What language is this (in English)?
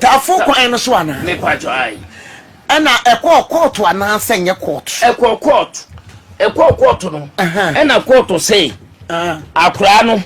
Akan